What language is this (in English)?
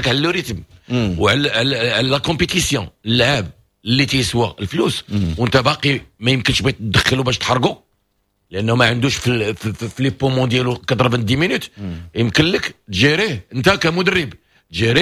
Moroccan Arabic